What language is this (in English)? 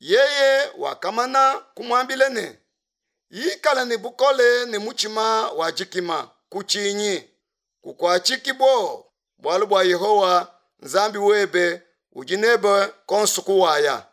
Luba-Lulua